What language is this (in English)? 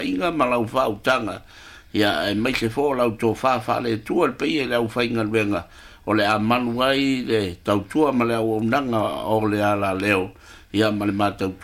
Samoan